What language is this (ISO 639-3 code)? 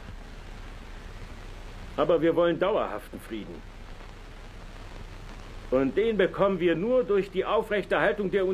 deu